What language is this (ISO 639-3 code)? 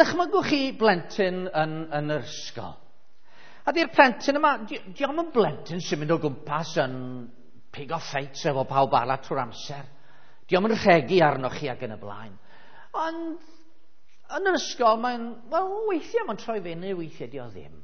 cym